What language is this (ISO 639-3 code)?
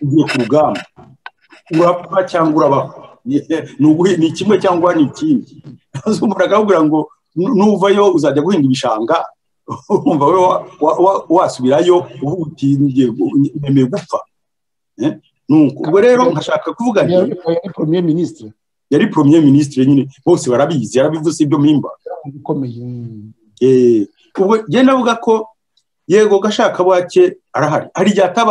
kin